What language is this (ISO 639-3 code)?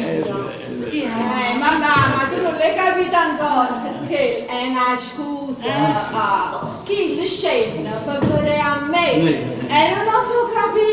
nap